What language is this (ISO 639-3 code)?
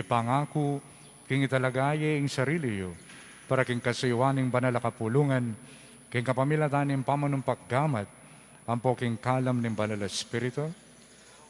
pam